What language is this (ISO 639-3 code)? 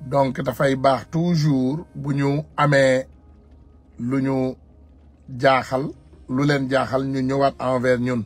wol